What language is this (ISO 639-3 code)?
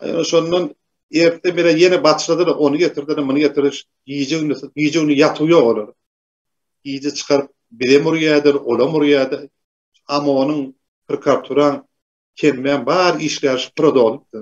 tuk